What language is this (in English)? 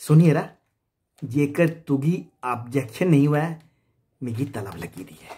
Dogri